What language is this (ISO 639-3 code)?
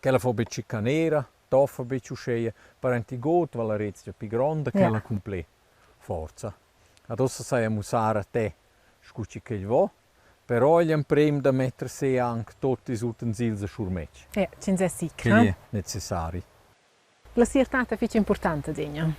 roh